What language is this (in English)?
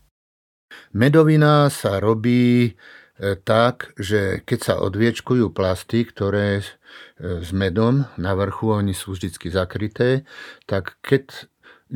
Slovak